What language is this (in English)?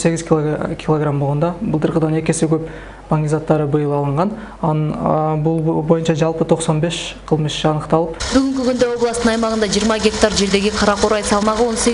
Kyrgyz